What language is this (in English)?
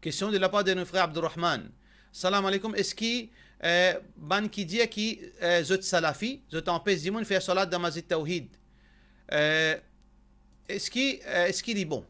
Morisyen